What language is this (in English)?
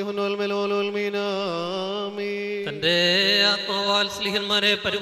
Malayalam